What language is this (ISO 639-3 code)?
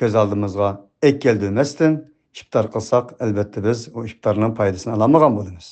uig